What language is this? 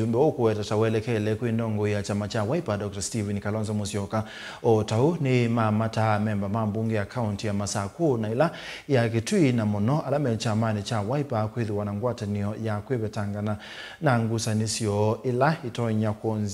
Kamba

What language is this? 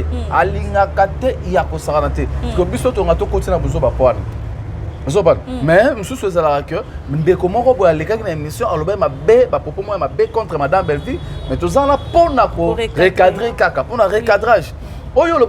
Lingala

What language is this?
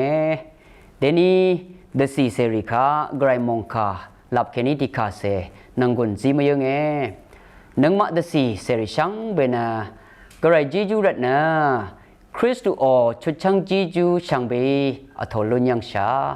Rawang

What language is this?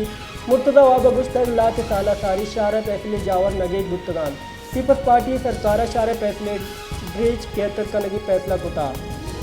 Baluchi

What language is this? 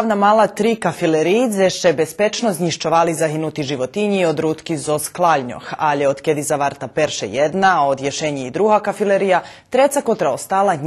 Rusyn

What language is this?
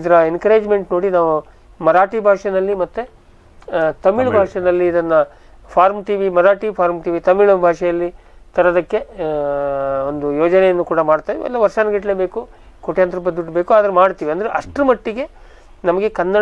Kannada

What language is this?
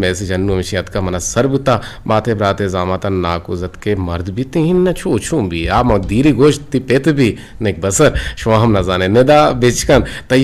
Eastern Balochi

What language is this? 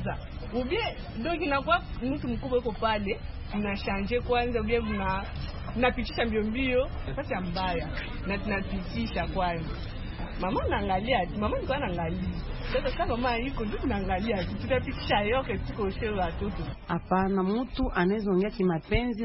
Swahili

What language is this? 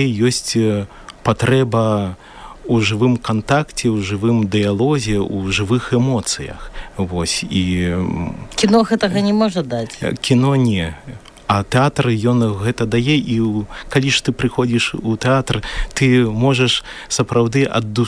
Belarusian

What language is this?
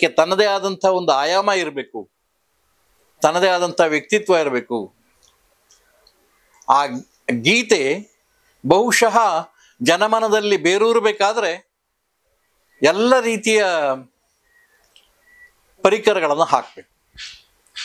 Kannada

